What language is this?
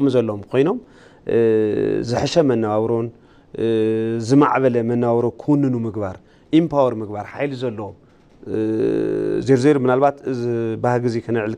Tigrinya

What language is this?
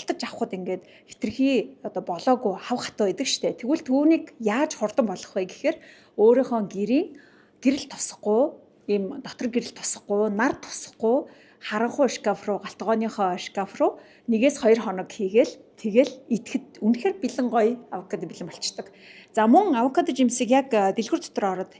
Mongolian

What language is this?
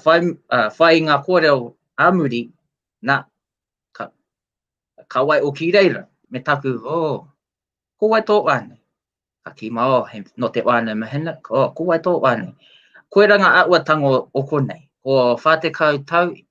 Māori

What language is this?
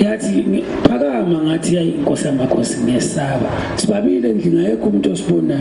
Zulu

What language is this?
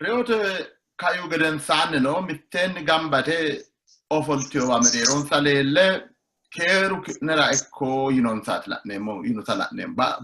Sidamo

